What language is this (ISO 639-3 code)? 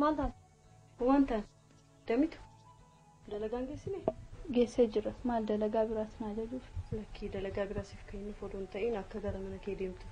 orm